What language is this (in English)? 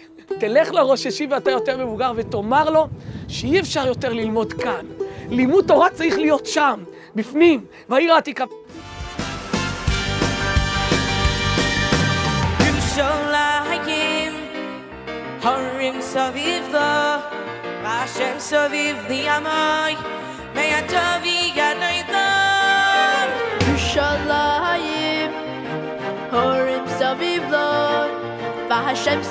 Hebrew